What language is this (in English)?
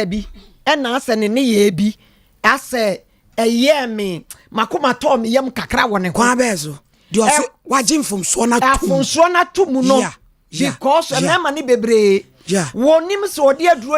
Akan